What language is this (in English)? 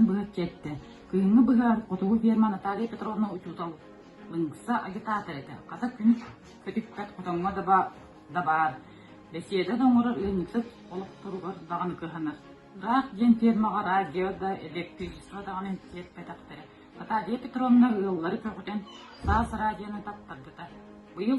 Yakut